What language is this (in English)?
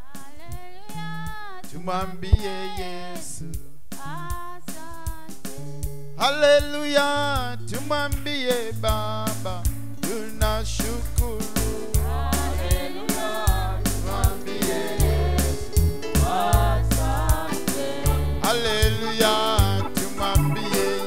Swahili